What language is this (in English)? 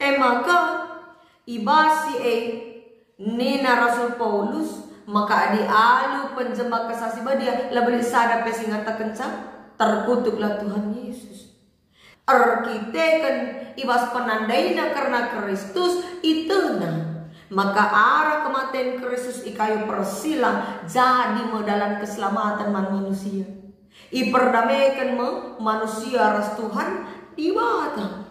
Batak Karo